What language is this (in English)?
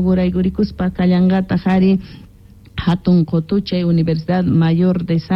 Quechua